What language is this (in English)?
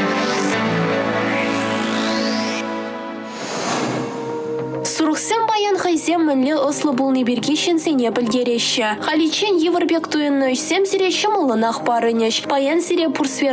Chuvash